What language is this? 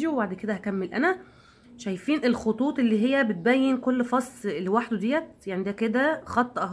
Egyptian Arabic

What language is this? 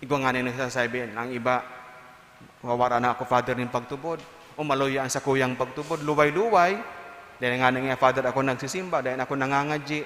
Bikol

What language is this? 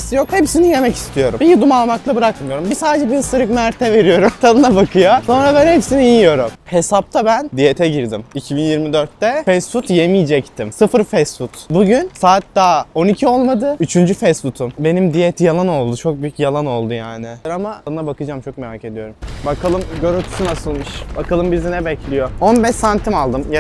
Turkish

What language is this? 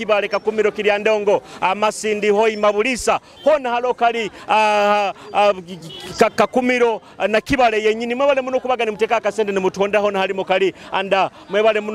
Nyoro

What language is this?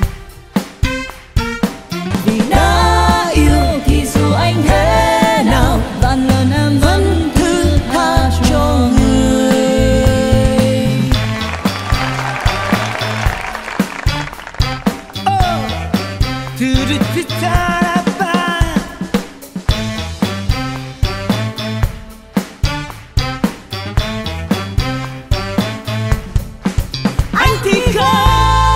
Vietnamese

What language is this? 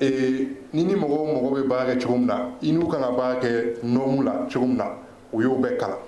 Bambara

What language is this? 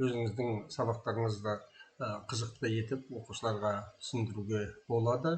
Kazakh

